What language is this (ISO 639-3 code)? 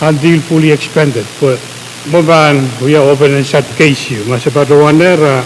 pon